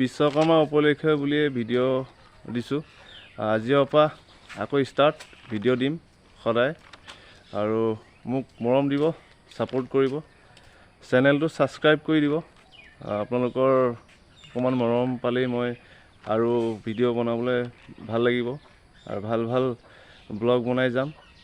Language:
Assamese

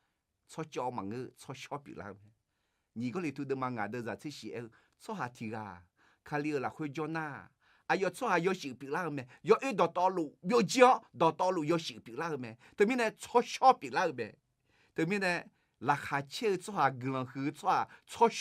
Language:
Akha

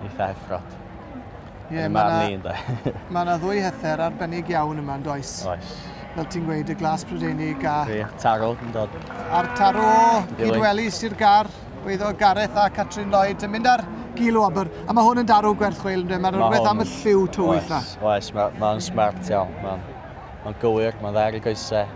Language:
Welsh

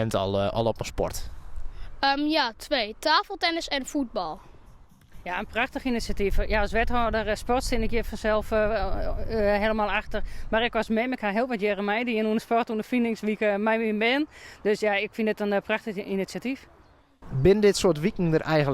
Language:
Western Frisian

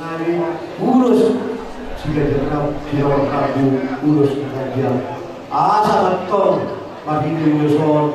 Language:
Batak Toba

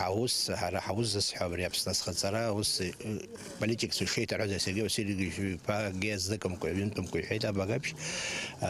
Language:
Abkhazian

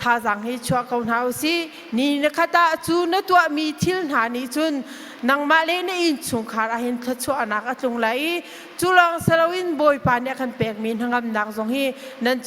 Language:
Hakha Chin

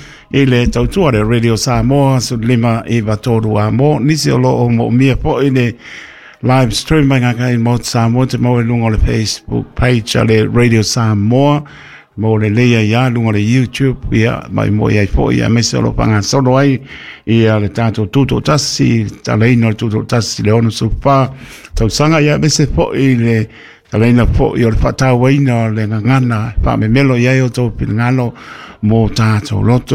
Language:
Samoan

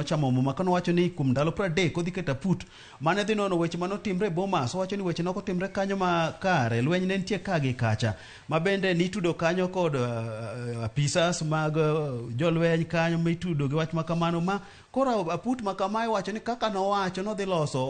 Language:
Luo (Kenya and Tanzania)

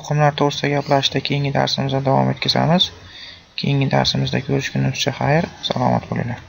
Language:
Uzbek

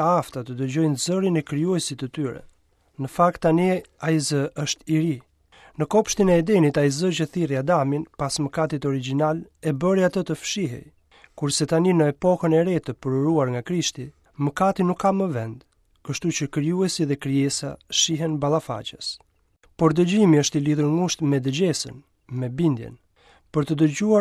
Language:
Albanian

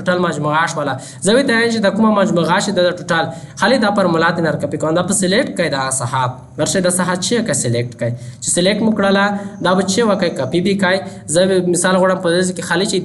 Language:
Pashto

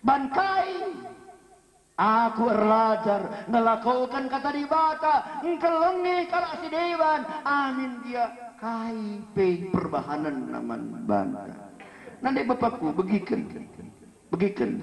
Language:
Batak Karo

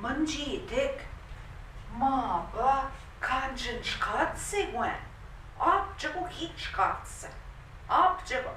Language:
Central Ojibwa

